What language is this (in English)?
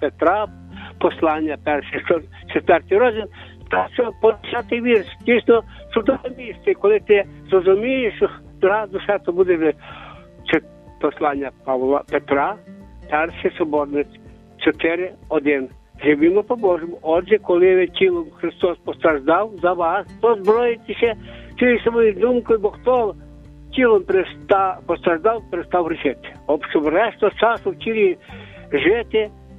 Ukrainian